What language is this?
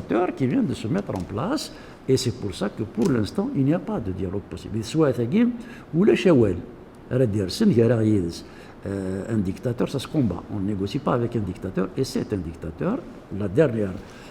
Kabyle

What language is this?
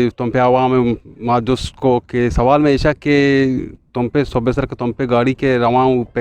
Eastern Balochi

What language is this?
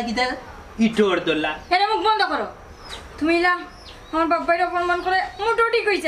Sylheti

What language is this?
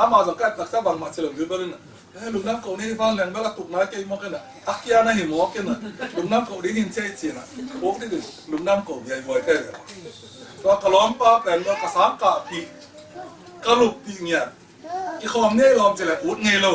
Tedim Chin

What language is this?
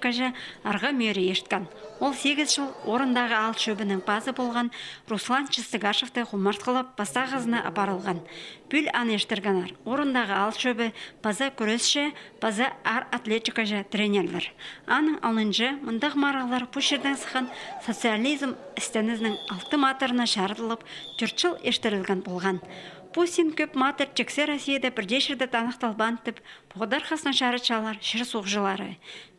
Khakas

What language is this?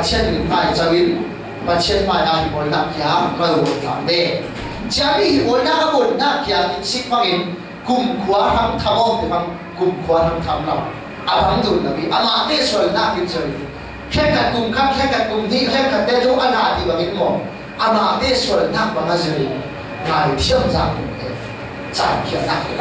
Falam Chin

